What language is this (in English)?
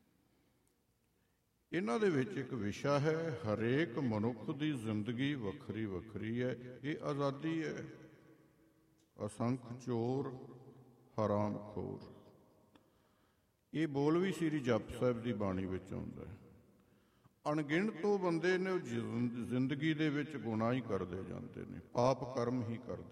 Punjabi